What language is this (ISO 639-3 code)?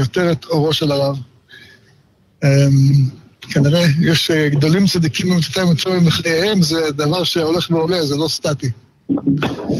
heb